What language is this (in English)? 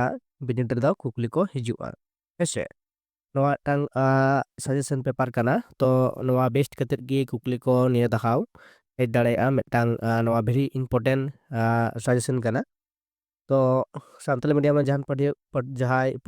Santali